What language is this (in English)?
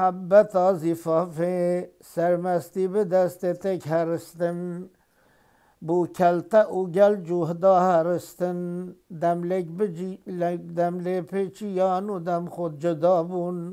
Kurdish